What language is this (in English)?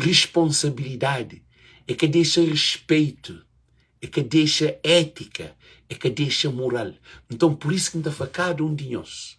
Kabuverdianu